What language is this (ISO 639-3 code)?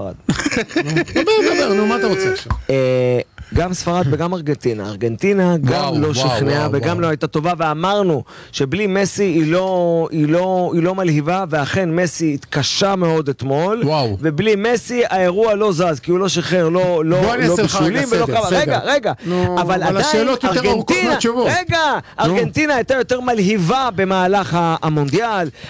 heb